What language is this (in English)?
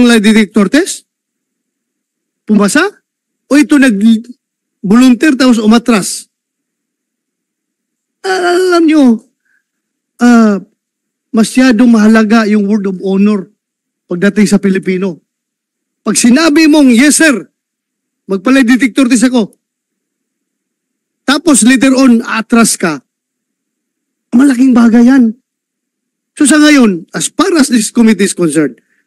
Filipino